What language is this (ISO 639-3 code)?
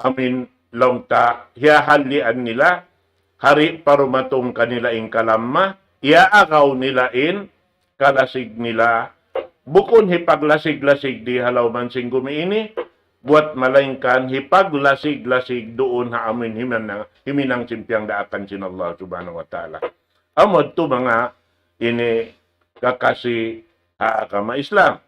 tsg